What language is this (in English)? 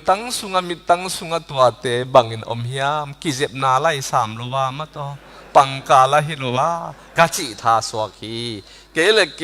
Tedim Chin